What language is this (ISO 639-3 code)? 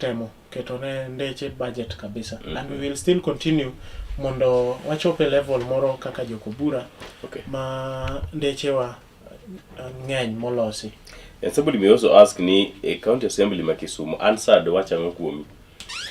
luo